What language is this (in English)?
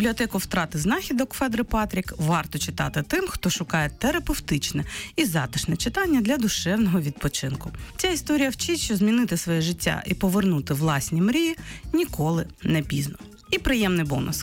Ukrainian